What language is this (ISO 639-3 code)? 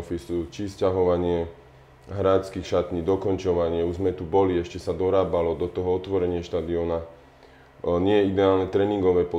slk